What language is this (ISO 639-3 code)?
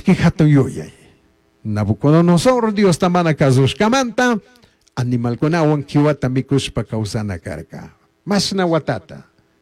qug